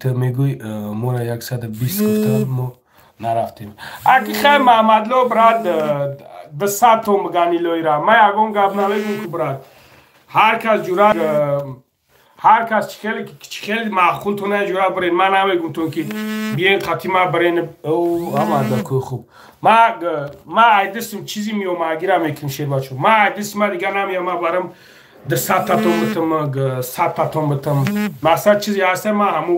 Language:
Tajik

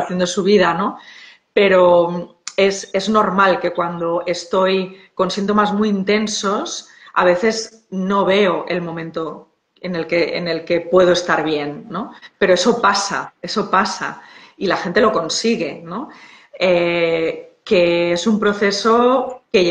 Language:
Spanish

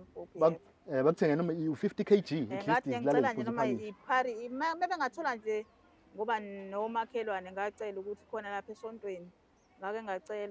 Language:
Zulu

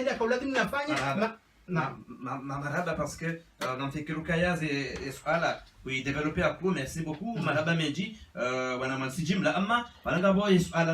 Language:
Ngazidja Comorian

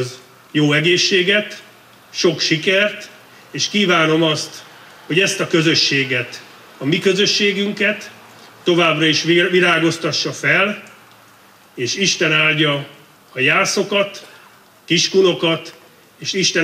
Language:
Hungarian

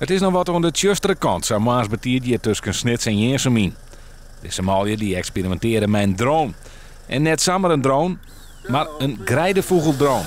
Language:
Western Frisian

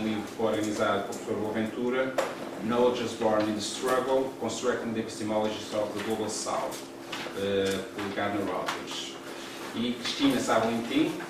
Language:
Portuguese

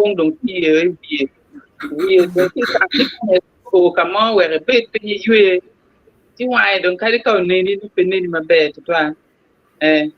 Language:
Acoli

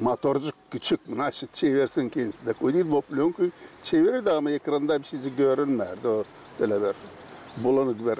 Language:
Gagauz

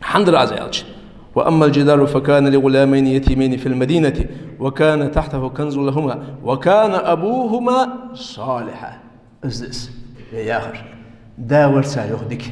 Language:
Ingush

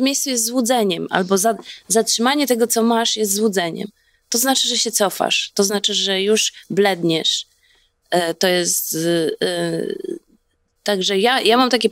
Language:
Polish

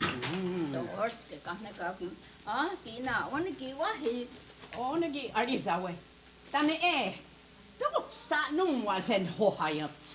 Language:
Mohawk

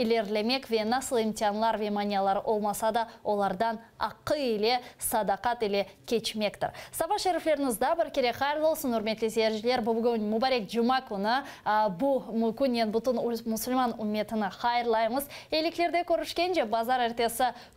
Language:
Crimean Tatar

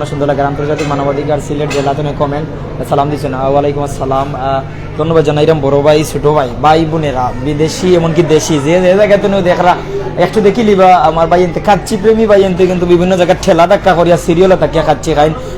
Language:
Sylheti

